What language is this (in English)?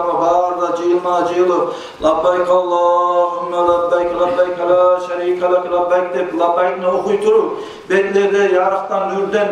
Kumyk